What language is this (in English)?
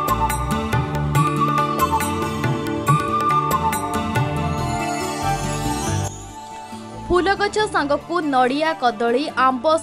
Odia